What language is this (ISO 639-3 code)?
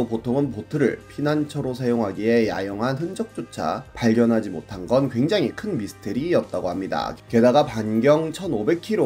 kor